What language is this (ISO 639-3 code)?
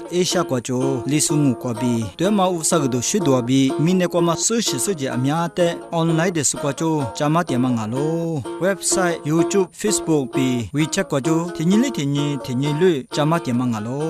lis